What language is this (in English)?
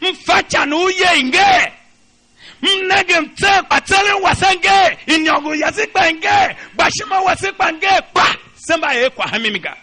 Tiv